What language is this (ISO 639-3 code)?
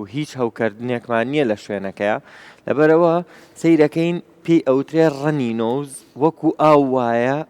ckb